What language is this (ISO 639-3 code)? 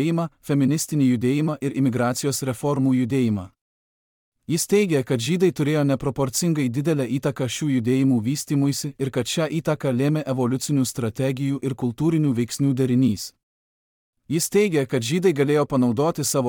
lit